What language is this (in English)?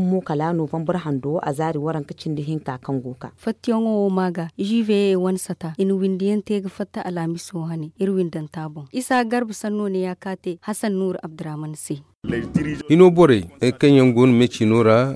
Zarma